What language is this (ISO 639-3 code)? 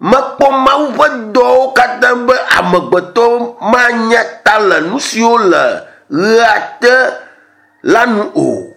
ewe